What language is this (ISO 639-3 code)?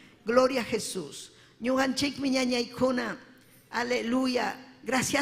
quy